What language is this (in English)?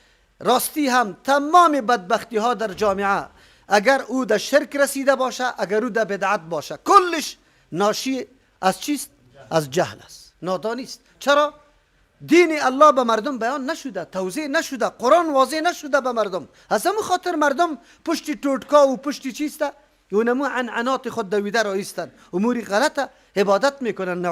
Persian